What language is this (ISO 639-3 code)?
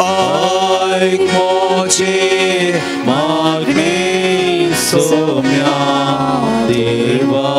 kok